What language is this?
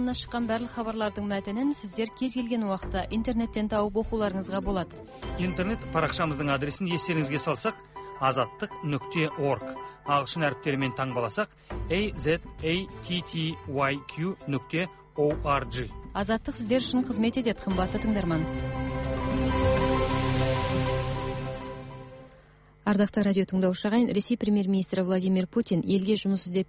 Kazakh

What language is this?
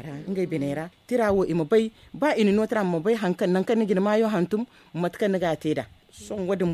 Zarma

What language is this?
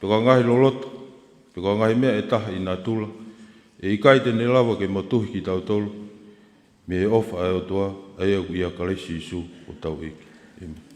Tongan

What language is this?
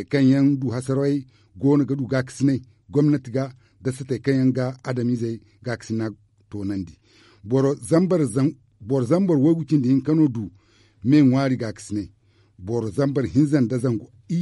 Zarma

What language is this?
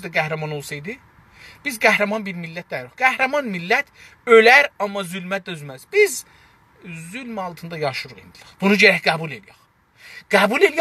South Azerbaijani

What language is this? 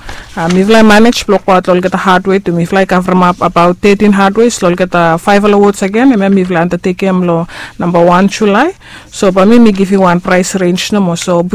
Bislama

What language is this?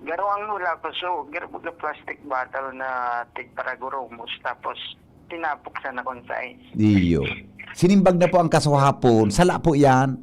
Bikol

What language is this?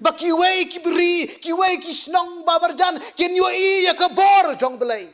Khasi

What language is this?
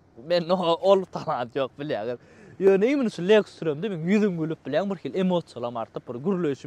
Turkmen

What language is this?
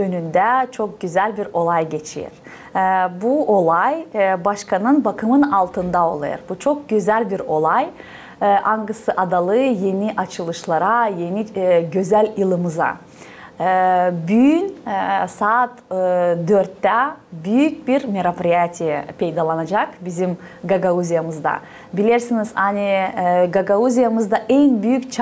Gagauz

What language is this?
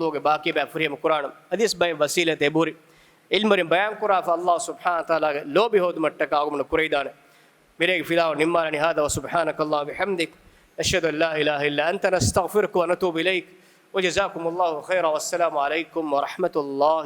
Divehi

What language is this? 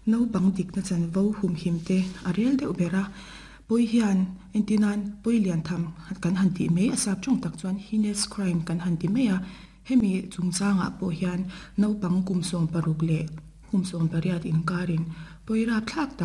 Mizo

